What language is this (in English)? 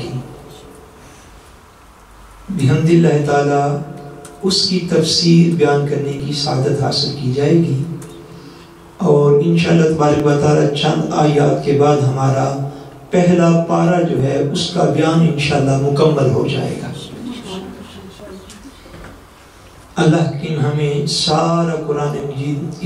Urdu